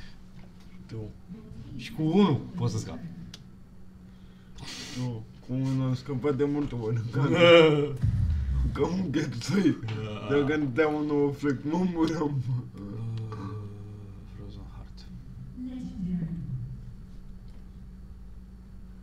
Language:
Romanian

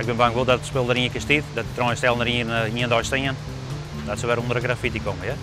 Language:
Western Frisian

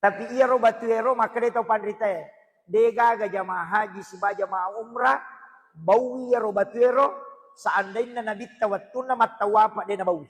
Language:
Buginese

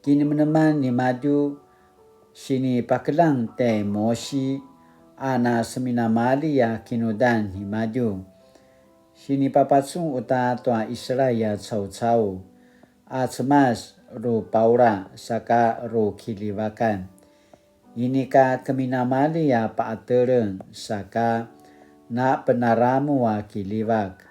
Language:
Paiwan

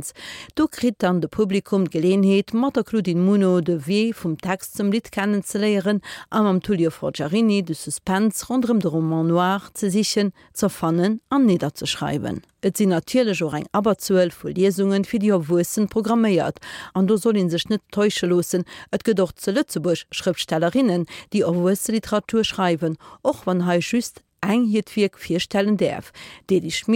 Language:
Luxembourgish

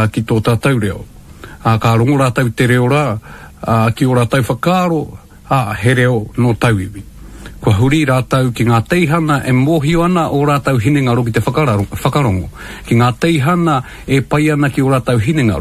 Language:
Māori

